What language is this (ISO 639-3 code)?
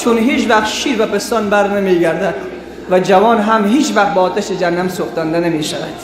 tgk